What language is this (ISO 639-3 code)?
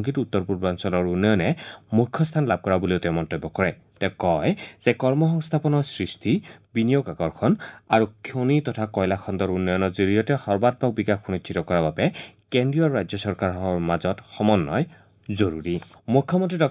asm